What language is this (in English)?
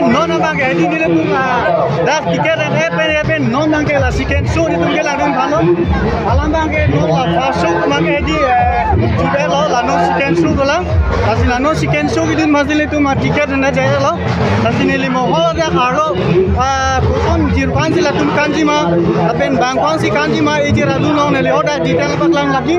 Karbi